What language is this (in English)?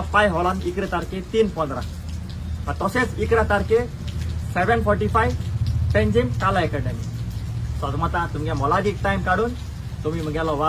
Konkani